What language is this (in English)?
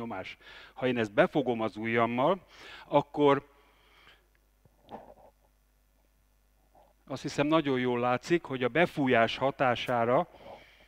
Hungarian